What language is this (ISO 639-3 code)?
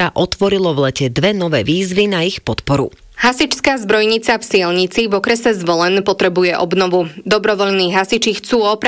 slk